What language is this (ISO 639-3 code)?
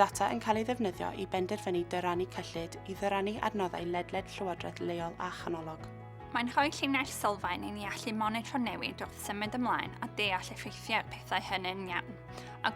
cym